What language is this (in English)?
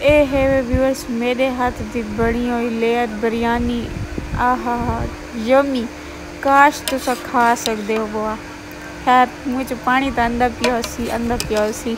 Saraiki